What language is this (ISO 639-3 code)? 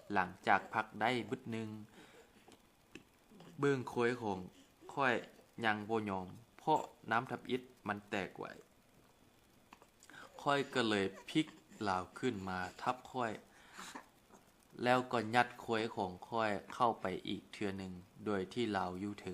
lao